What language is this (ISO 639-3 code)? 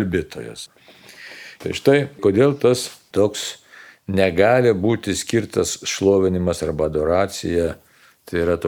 lit